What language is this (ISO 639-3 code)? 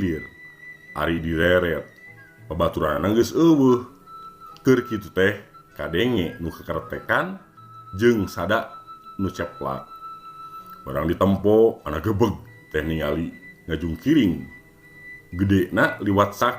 sun